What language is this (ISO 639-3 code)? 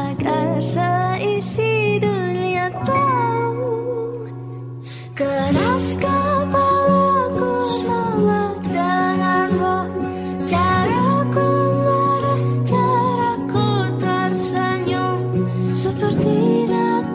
ind